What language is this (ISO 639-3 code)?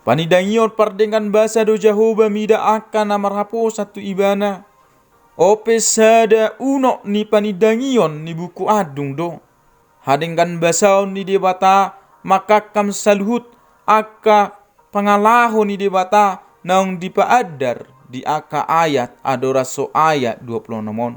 bbc